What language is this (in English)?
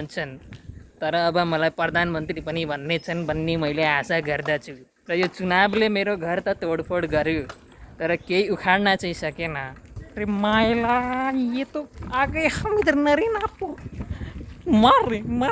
Nepali